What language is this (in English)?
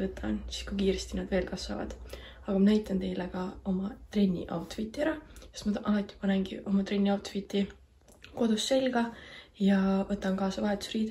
Estonian